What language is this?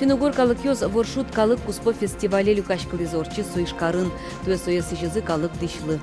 Udmurt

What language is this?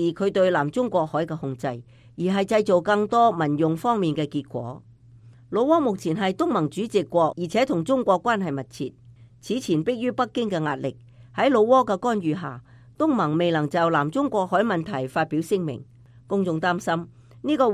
Cantonese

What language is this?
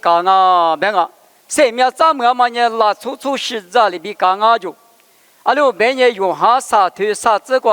Lisu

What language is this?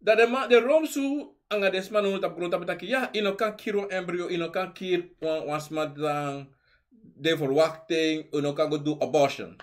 Sranan Tongo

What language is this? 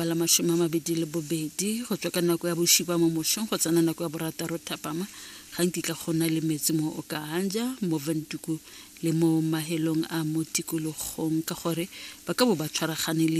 Tswana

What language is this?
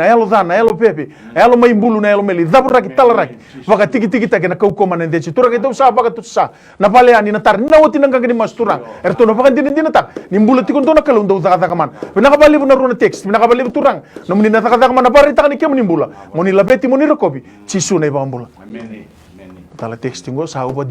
Fijian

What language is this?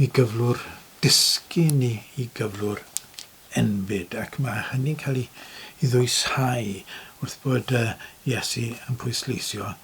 Welsh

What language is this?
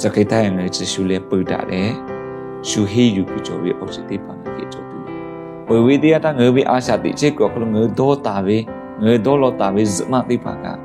Lahu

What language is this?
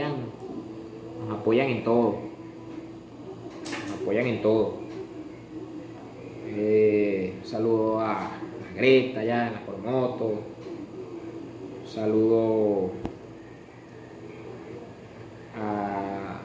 Spanish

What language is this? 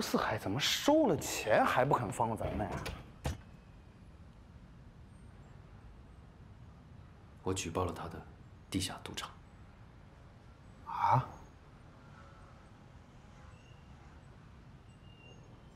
Chinese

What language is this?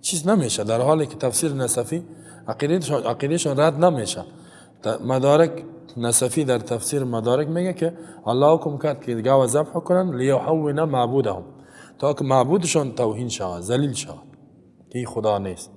Persian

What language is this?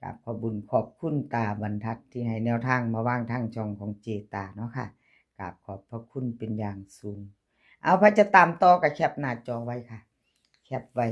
Northeastern Thai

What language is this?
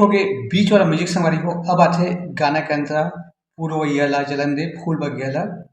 Chhattisgarhi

